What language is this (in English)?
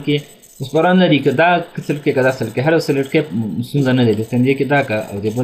Pashto